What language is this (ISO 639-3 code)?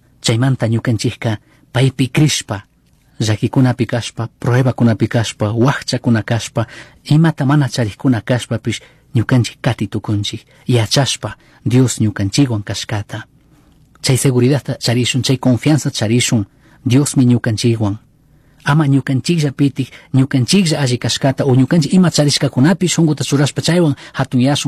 qug